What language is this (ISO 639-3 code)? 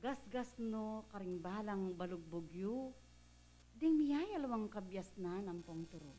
pam